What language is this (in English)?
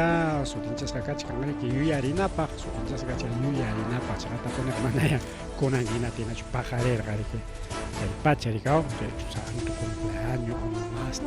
Ayacucho Quechua